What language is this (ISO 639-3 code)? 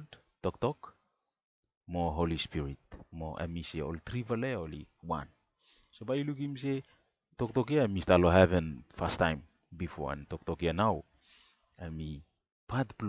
bis